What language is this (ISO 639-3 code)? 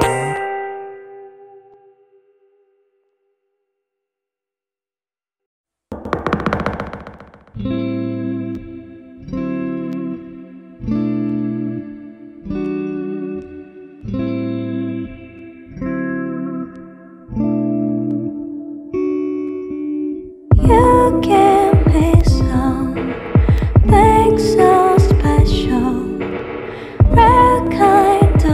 kor